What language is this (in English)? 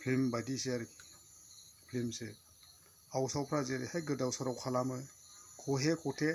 Bodo